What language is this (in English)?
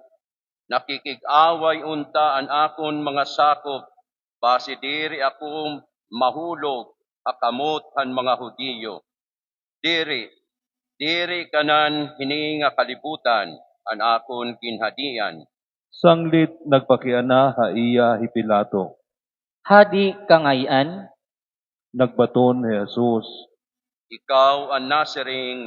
Waray